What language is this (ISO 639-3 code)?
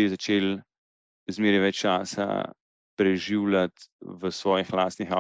slv